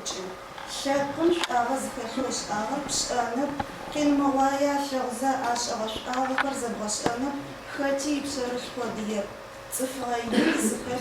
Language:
Adyghe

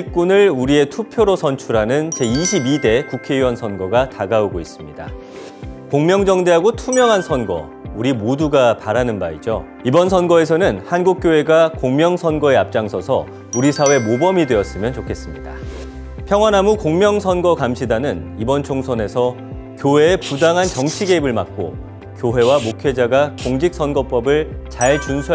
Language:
Korean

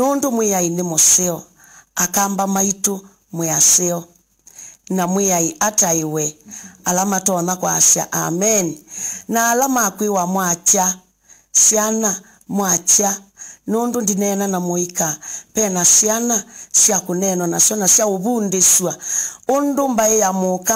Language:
Kamba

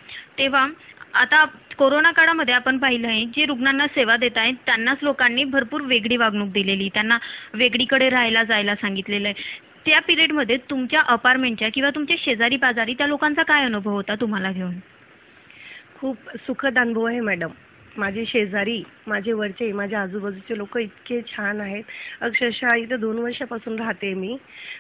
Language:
Marathi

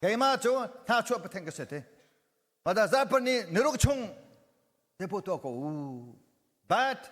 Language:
Hakha Chin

